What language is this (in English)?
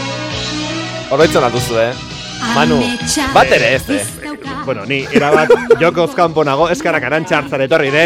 Basque